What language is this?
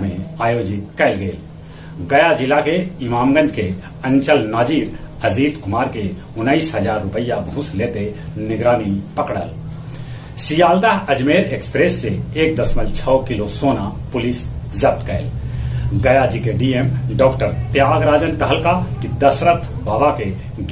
Magahi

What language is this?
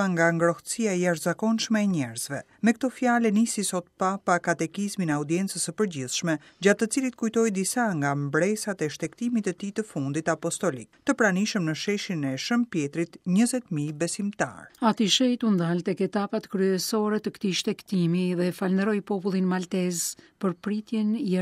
Albanian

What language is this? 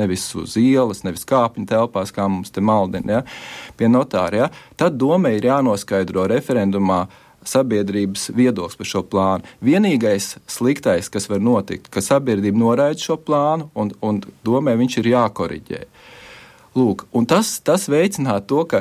Latvian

